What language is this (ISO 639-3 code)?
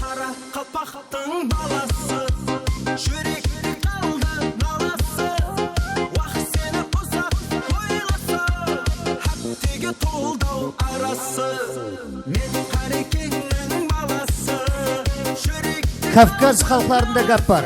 kaa